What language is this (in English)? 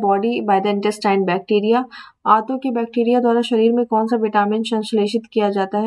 Hindi